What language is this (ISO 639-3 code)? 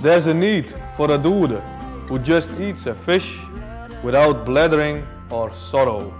fry